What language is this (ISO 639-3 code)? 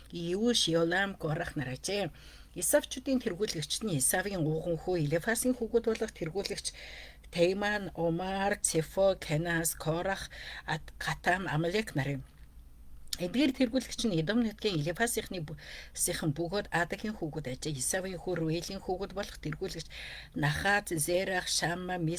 mon